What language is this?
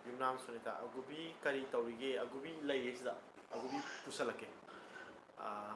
Manipuri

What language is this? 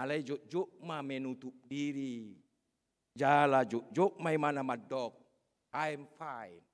Batak Toba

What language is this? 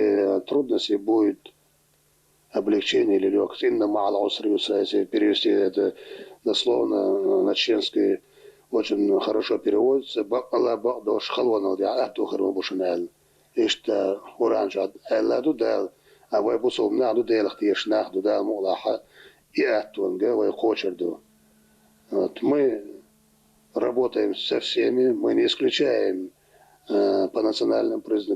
Chechen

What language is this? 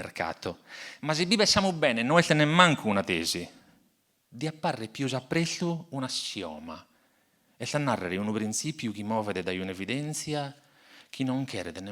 Sardinian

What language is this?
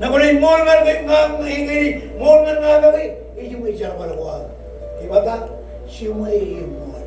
Marshallese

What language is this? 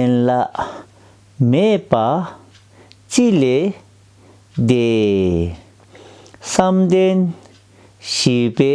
Tibetan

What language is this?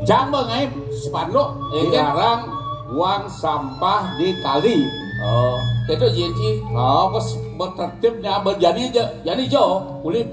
Balinese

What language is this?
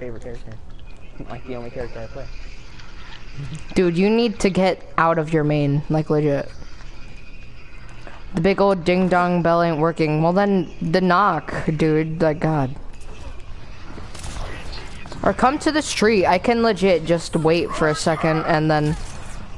English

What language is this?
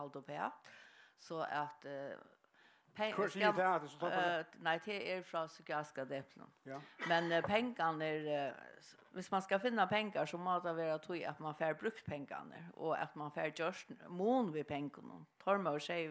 Faroese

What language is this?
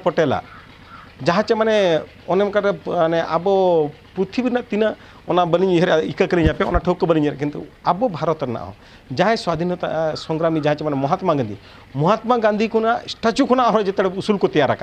Santali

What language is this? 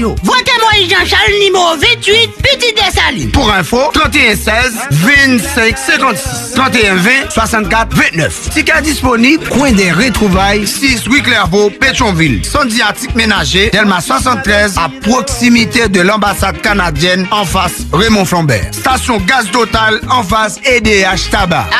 Haitian Creole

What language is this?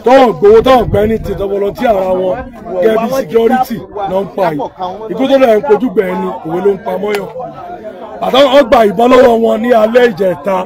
Yoruba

